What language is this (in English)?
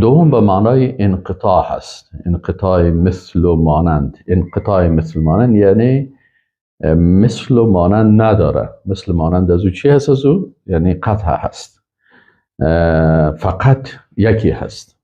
Persian